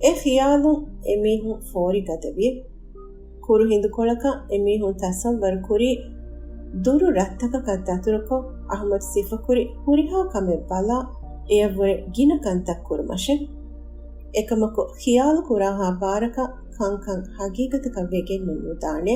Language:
Divehi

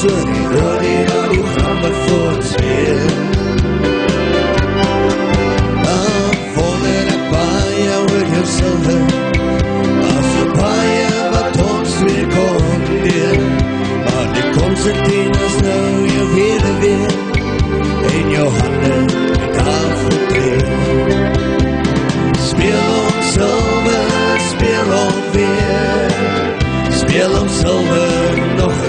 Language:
Afrikaans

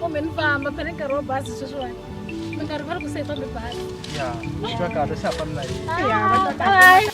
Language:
Tsonga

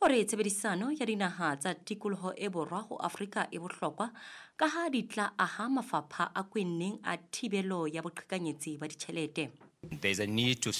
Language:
Southern Sotho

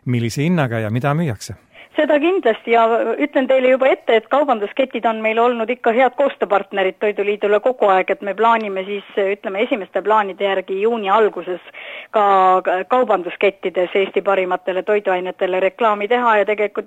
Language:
Estonian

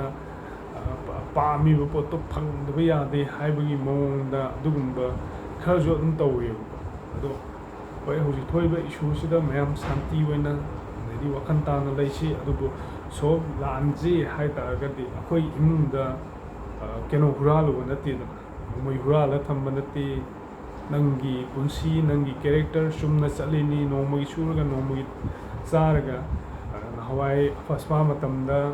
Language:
Manipuri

